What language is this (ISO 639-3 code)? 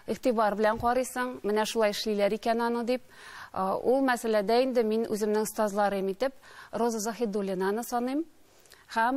tat